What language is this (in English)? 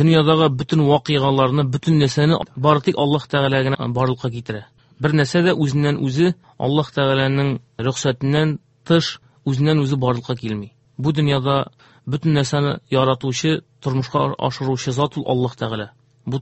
Tatar